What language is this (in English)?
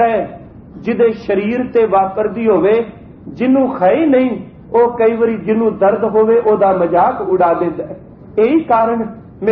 Punjabi